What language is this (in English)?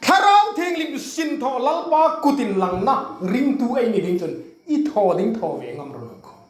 Hmar